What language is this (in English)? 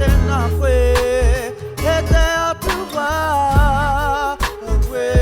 Māori